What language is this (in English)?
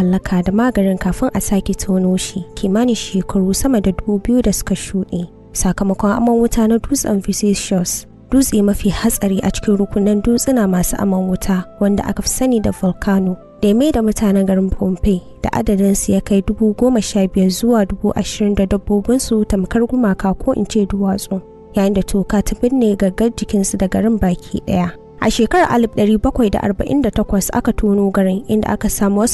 Hausa